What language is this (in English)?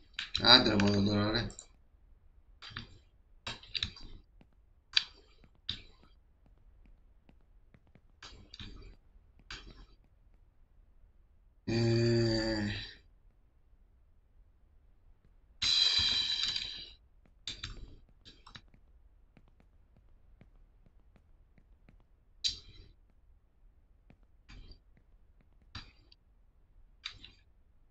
Greek